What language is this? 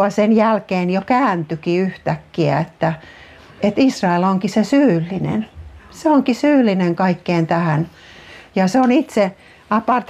Finnish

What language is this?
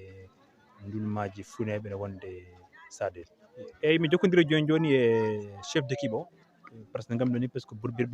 Fula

